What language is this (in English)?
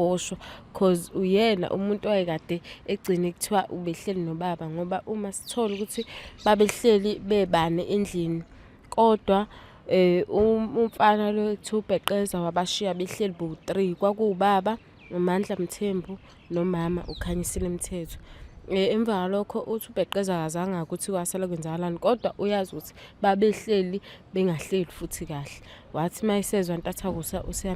Zulu